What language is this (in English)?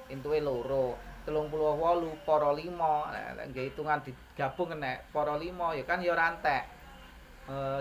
Javanese